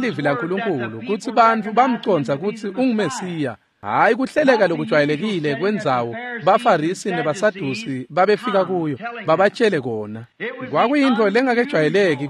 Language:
Swati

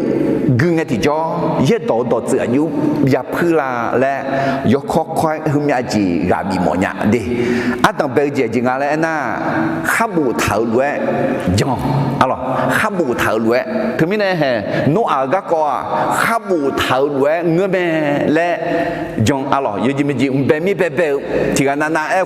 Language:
Akha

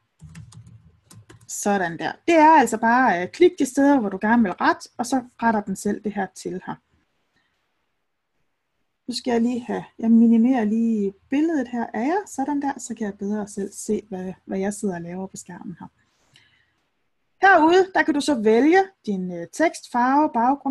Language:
Danish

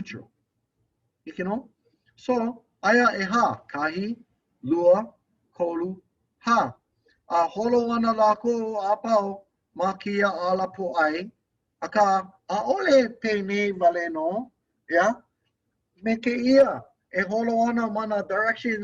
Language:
Hawaiian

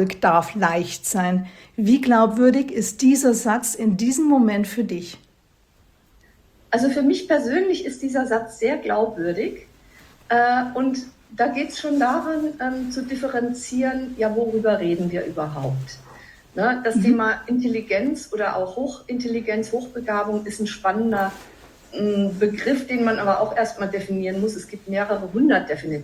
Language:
German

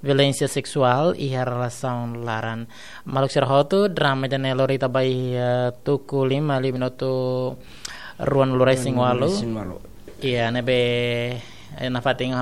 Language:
Tetum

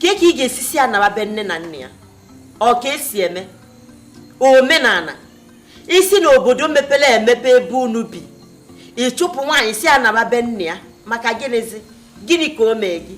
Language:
Igbo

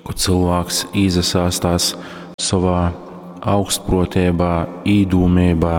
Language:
Latgalian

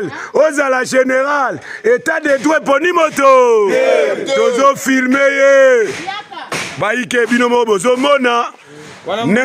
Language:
Lingala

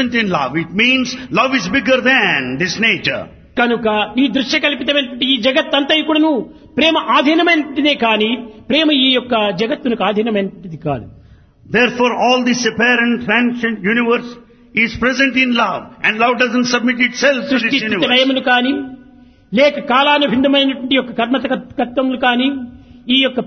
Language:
Telugu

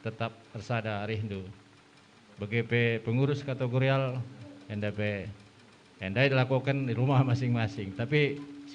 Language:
Batak Karo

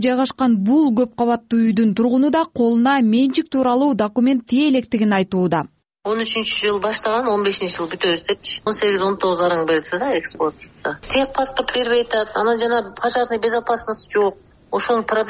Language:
Kyrgyz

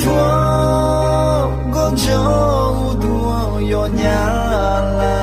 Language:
Akha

